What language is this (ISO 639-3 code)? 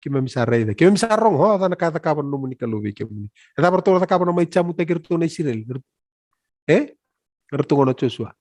fij